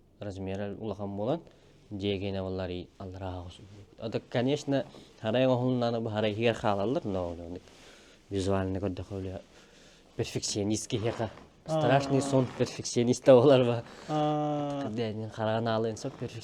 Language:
Yakut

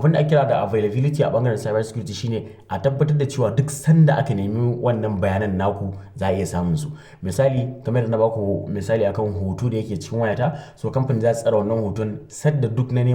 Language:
Hausa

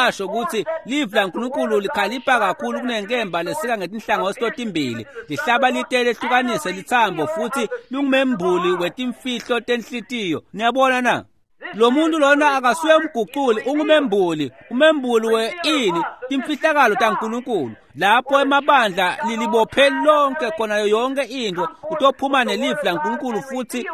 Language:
Swati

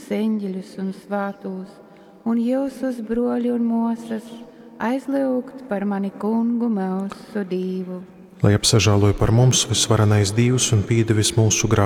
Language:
Latgalian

